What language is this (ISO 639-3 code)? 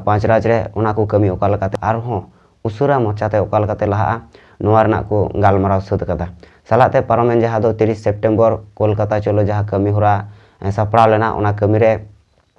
sat